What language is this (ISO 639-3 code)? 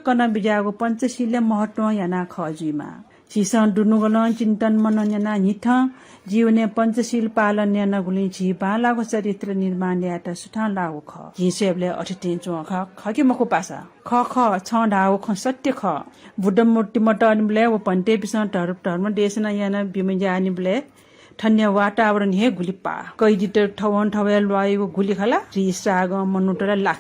new